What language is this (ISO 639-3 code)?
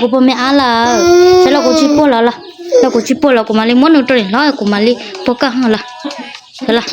hmn